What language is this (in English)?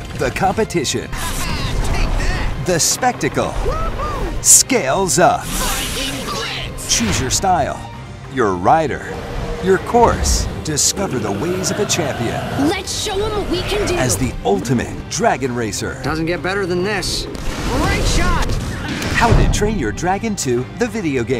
English